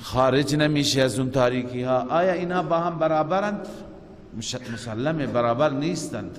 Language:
Persian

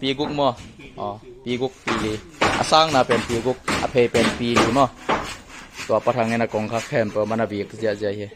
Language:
Tedim Chin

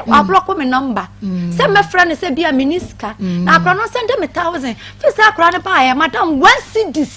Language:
Akan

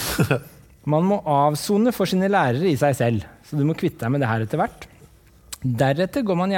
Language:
Norwegian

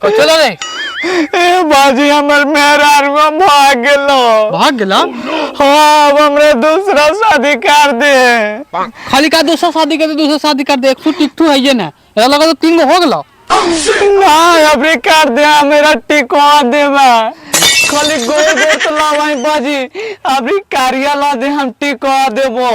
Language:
Magahi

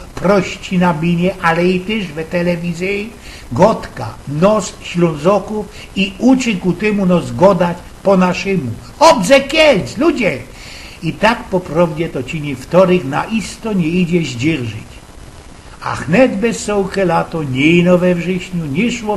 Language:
Silesian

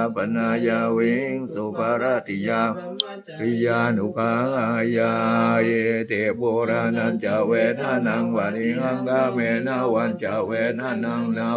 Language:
Pali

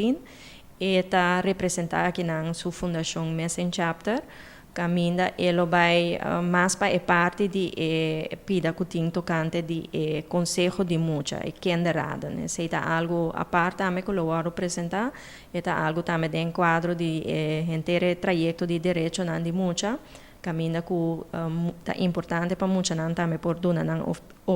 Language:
Papiamento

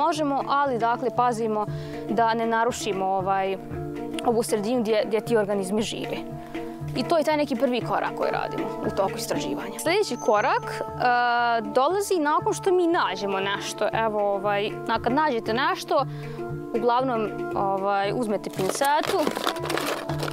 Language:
Bosnian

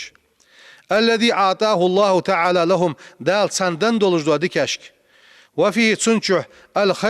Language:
Ingush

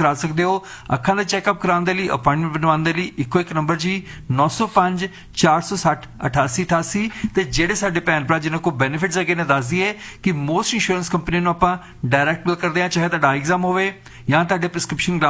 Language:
Punjabi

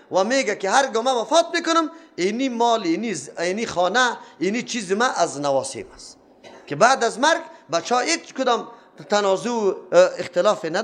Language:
Persian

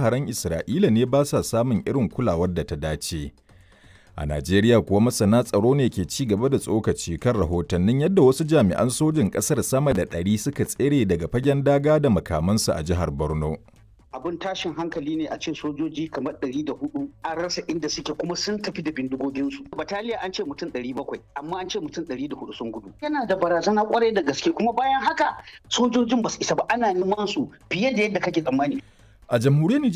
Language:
Hausa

